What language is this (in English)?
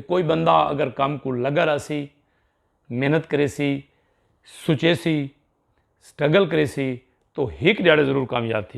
Saraiki